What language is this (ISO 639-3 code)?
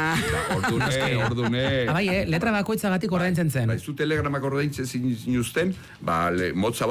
eus